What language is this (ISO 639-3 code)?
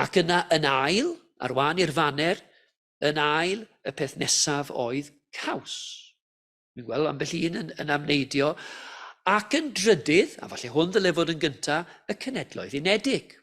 cym